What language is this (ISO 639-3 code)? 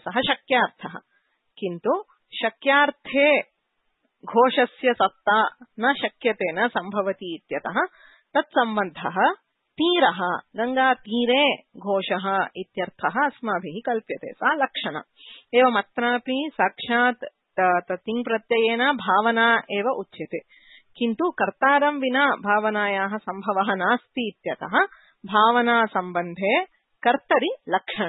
san